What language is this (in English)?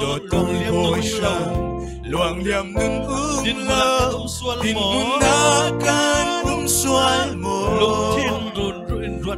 Falam Chin